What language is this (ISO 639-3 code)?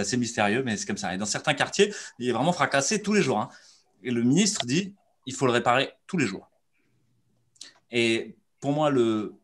fra